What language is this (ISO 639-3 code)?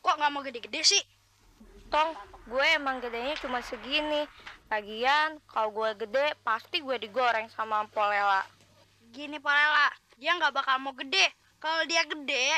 bew